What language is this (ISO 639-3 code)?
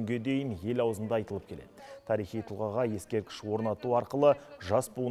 kaz